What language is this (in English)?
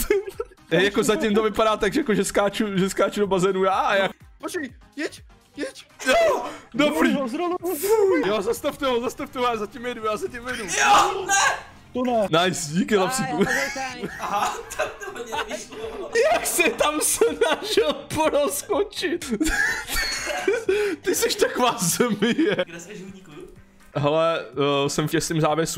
Czech